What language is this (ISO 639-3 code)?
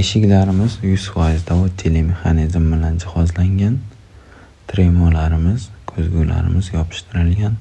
uzb